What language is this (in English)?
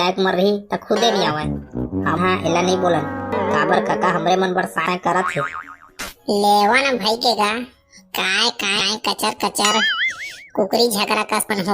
Chhattisgarhi